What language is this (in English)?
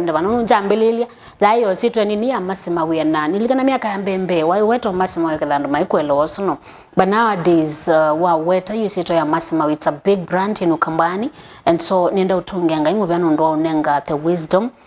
Kamba